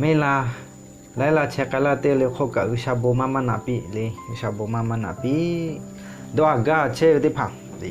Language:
Lahu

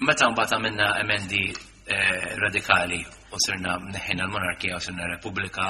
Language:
Maltese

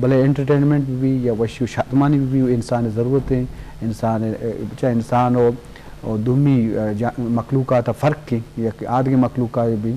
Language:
Eastern Balochi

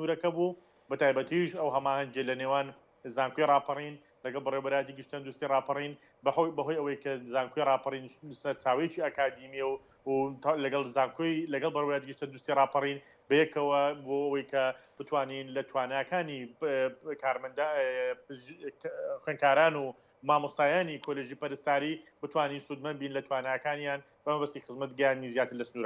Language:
Central Kurdish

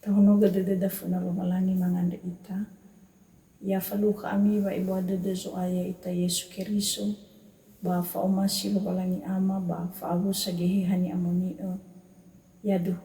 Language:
Nias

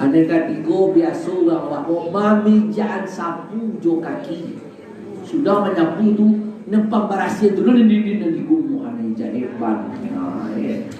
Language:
Minangkabau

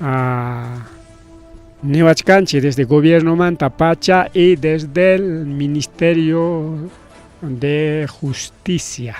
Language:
Ayacucho Quechua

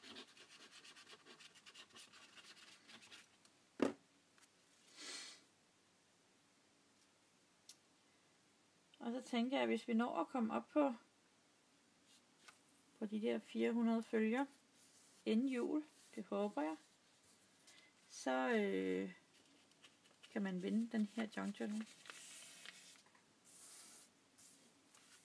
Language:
Danish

